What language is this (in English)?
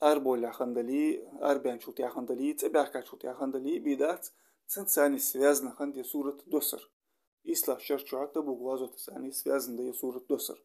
Ingush